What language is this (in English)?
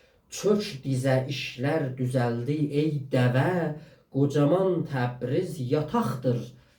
South Azerbaijani